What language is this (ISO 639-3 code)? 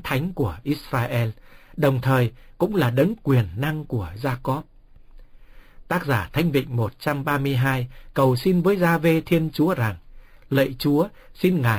vie